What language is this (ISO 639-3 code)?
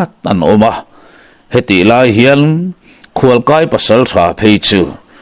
lus